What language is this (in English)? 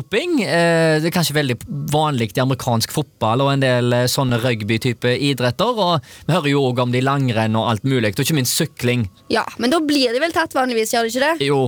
Norwegian